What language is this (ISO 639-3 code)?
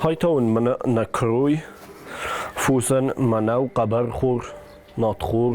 oss